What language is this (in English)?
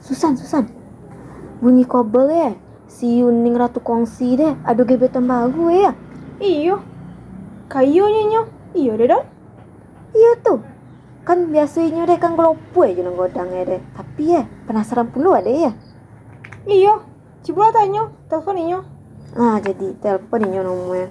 Minangkabau